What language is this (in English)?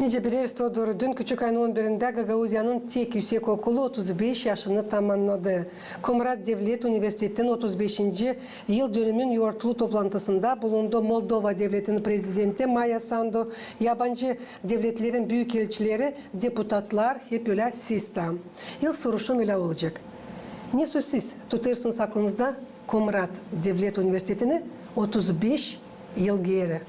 Gagauz